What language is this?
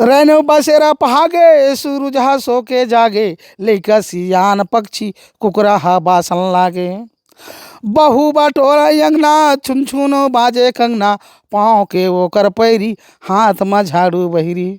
Chhattisgarhi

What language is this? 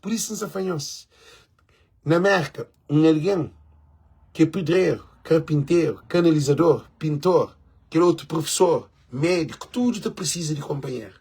Kabuverdianu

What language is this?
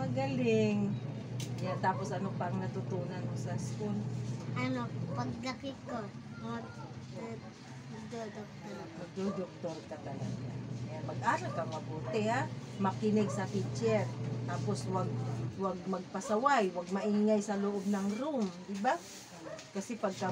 Filipino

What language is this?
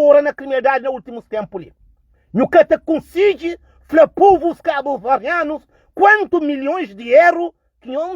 Kabuverdianu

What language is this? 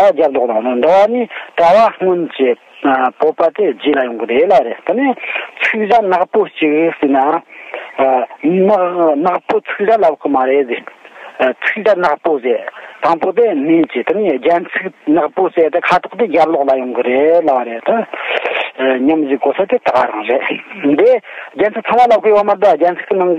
Tibetan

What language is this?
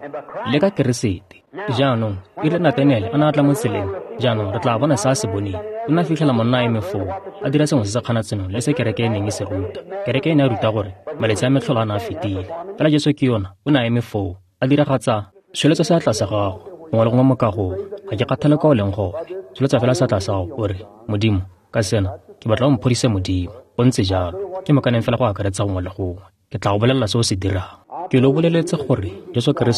Tswana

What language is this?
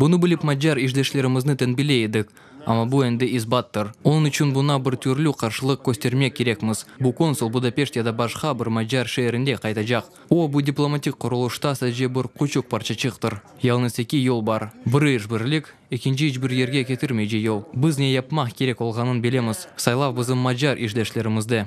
Crimean Tatar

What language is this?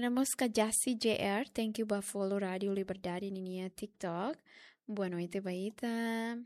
Tetum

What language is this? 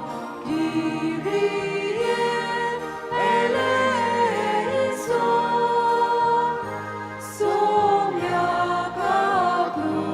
Konkani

